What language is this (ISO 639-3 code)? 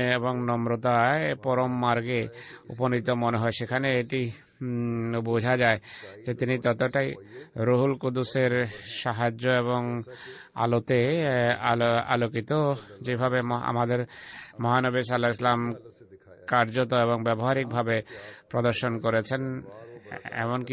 ben